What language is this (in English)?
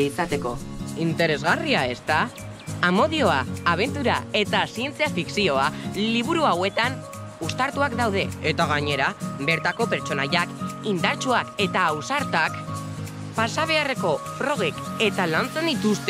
Basque